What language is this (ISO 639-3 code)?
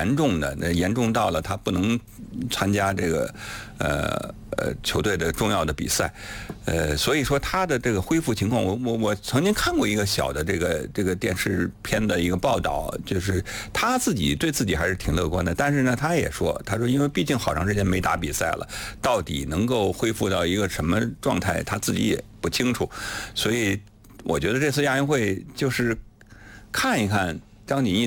zho